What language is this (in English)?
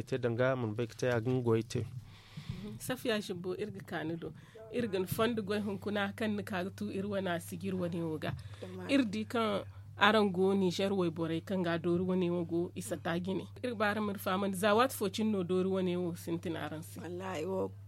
Zarma